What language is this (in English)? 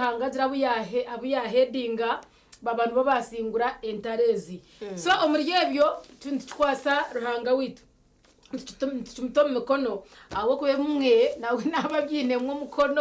Nyankole